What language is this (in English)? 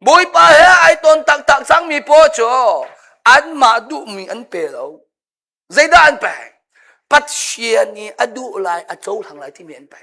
Hakha Chin